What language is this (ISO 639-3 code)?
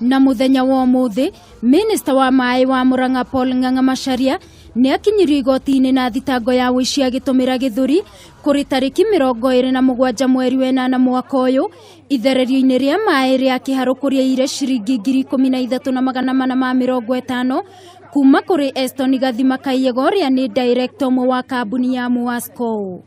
kik